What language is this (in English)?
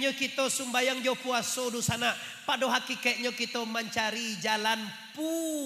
Minangkabau